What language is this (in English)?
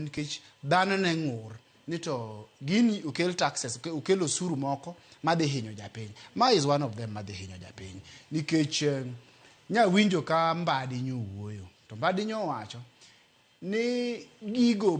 Luo (Kenya and Tanzania)